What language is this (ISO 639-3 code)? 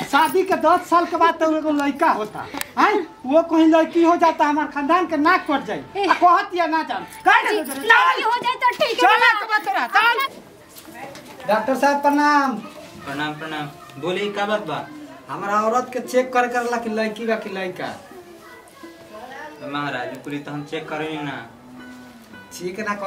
bho